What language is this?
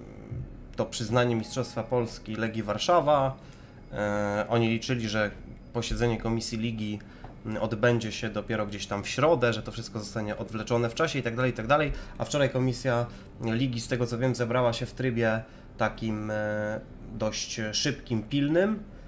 Polish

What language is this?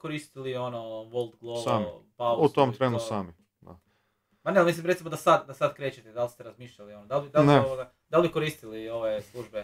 Croatian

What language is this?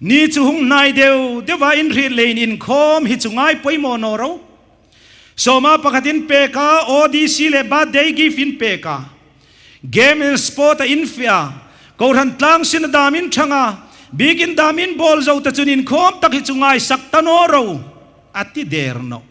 Hmar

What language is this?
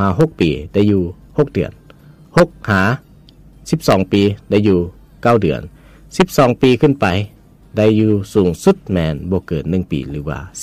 Lao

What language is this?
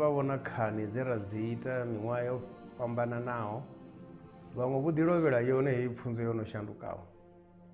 Venda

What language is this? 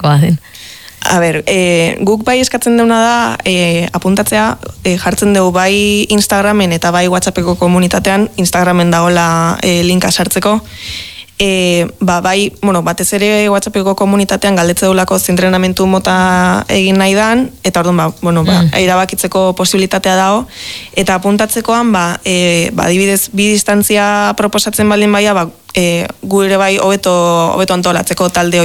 Basque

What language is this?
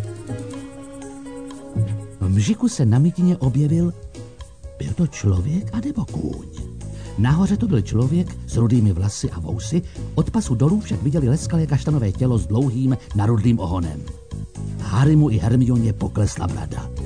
Czech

